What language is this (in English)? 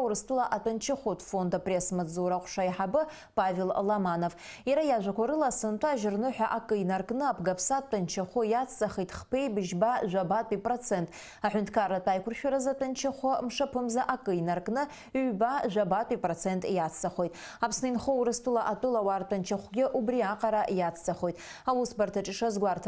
Abkhazian